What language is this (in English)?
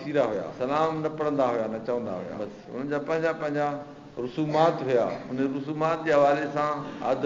Sindhi